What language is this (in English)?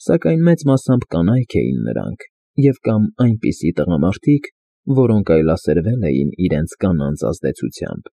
Armenian